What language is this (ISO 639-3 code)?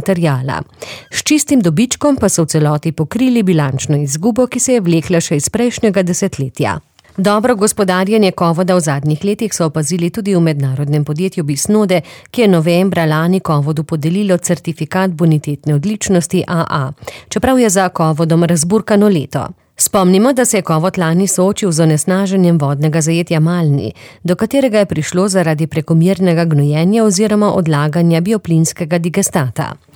slv